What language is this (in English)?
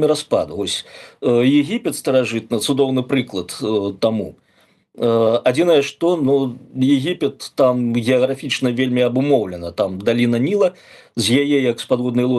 Belarusian